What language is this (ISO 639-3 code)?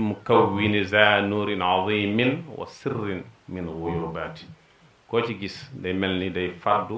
wol